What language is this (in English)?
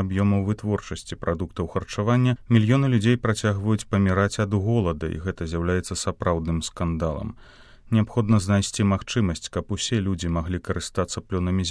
Belarusian